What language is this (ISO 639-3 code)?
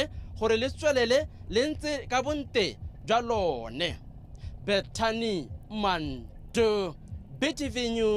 tsn